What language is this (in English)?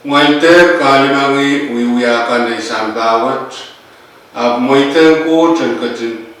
Pohnpeian